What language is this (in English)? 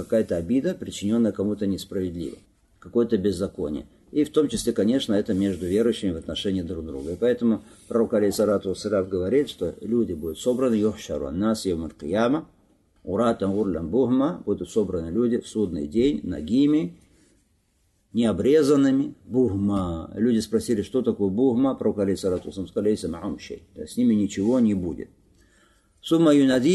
Russian